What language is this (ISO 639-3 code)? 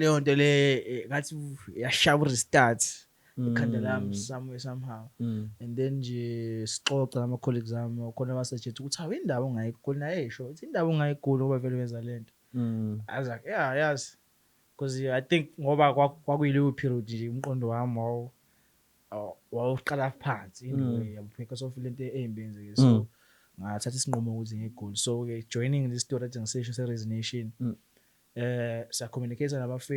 zul